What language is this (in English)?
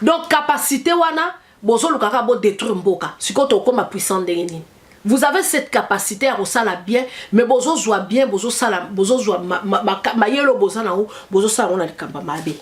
Lingala